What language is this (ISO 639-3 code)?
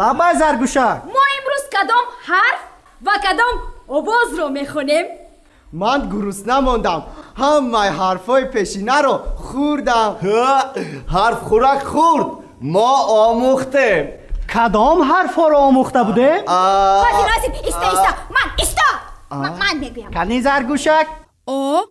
tgk